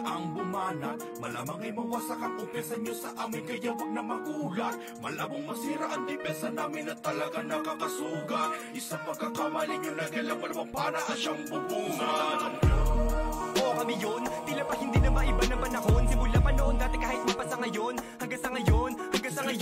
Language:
Filipino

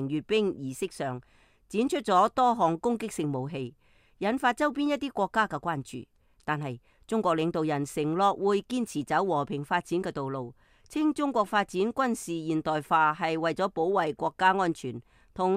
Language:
Cantonese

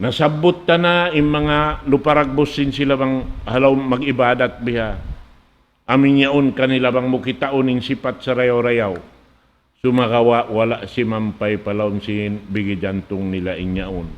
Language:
Tausug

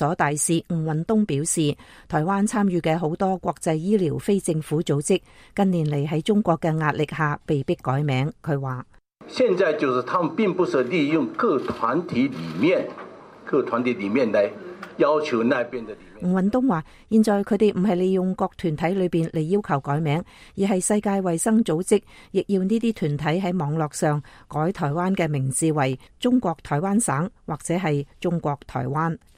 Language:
Cantonese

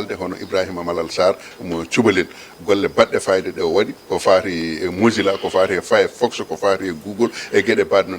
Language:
Fula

